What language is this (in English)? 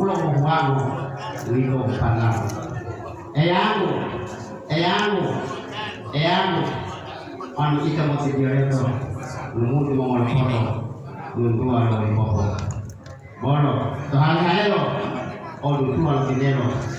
Gorontalo